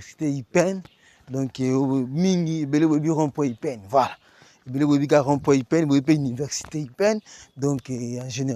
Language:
Lingala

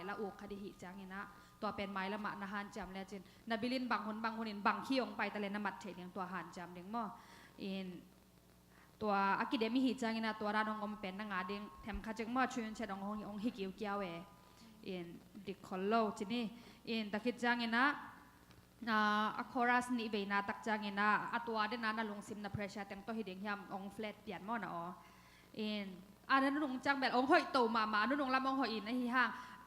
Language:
Tedim Chin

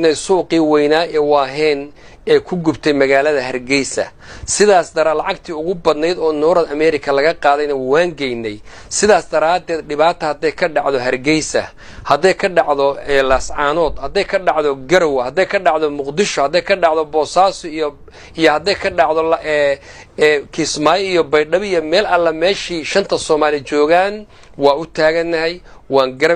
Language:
Somali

